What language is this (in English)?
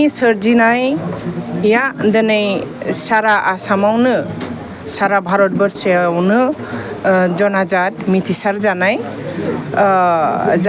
Bodo